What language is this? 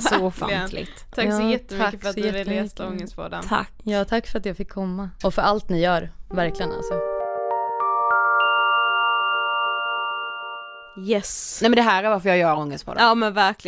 Swedish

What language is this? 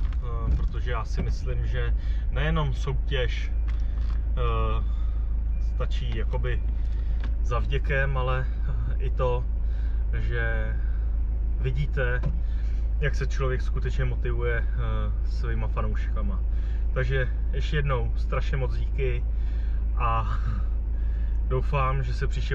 Czech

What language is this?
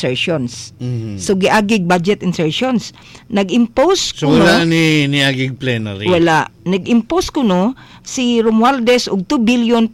Cebuano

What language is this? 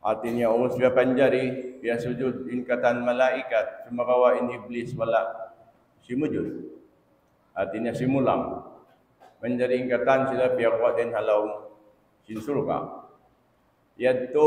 Tausug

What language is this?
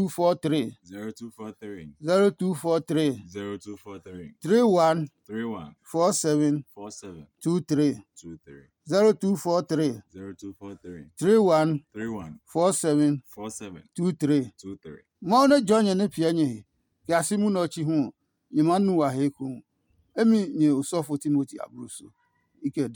Adangme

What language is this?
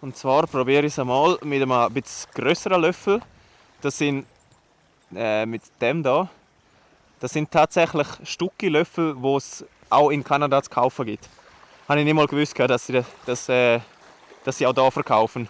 Swiss German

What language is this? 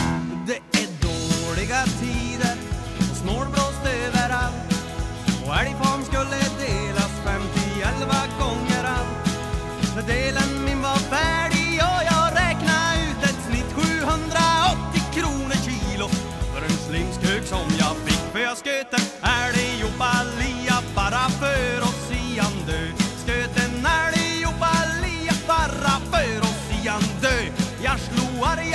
Swedish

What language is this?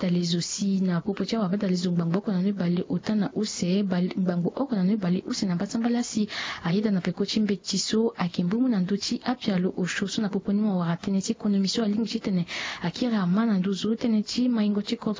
Sango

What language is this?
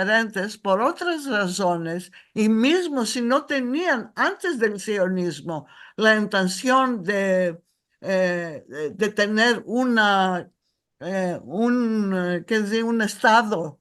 Ladino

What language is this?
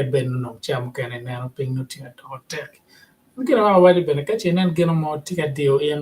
Acoli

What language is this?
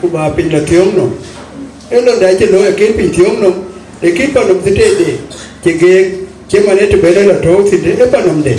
Dinka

